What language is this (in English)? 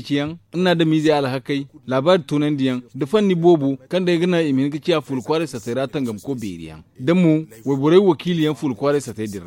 Zarma